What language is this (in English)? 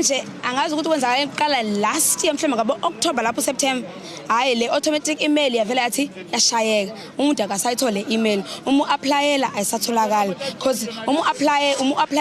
Zulu